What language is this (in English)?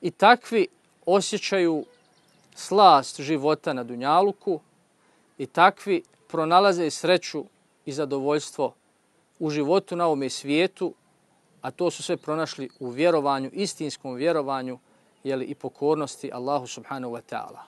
Bosnian